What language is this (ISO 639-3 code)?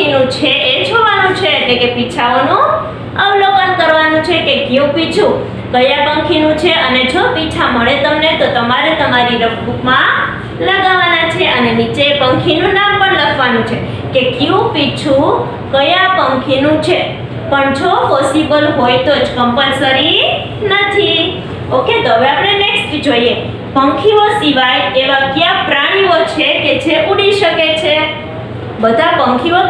guj